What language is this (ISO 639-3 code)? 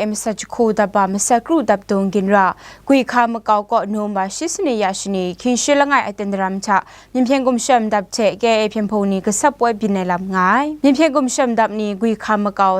kac